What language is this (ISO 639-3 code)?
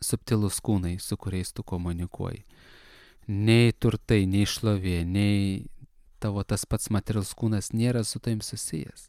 lit